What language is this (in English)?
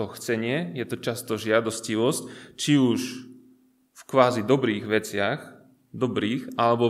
Slovak